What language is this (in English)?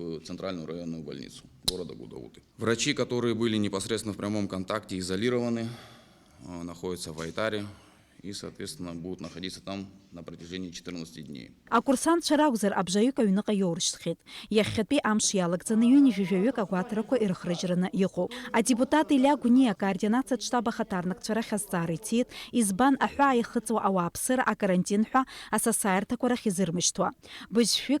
Abkhazian